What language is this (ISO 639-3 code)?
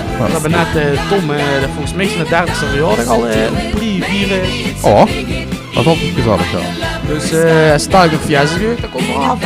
lim